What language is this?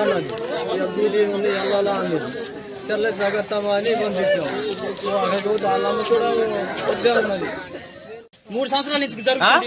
Telugu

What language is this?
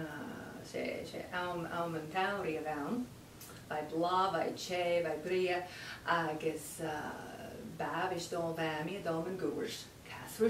Scottish Gaelic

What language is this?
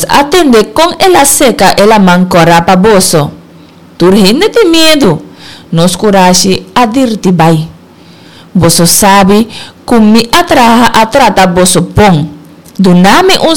Papiamento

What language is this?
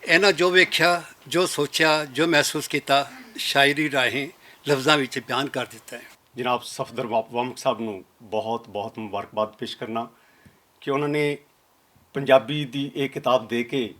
Western Panjabi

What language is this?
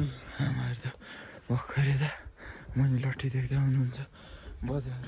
Nepali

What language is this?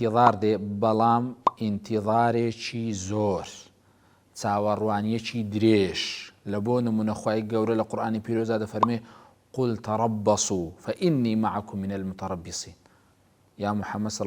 Central Kurdish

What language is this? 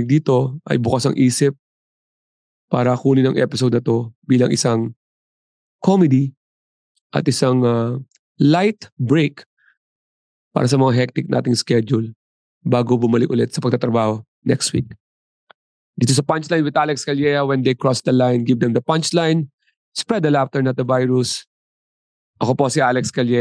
Filipino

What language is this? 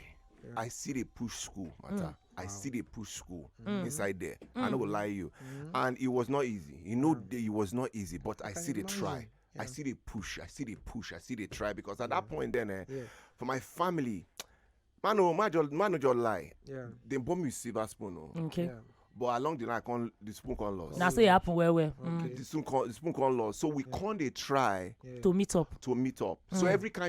Nigerian Pidgin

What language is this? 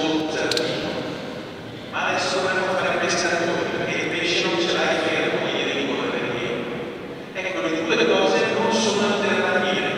Italian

